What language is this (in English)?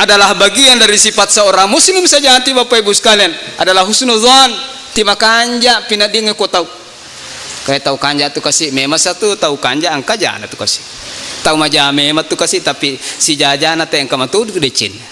Buginese